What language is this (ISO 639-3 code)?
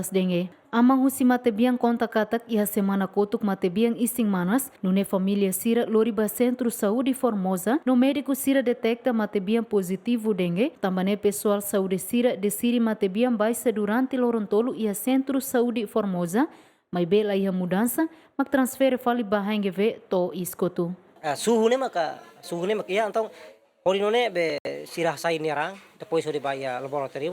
tet